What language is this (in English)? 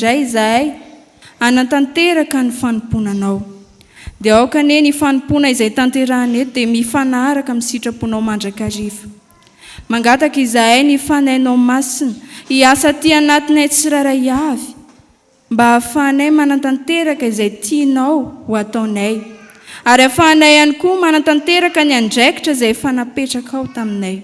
Malagasy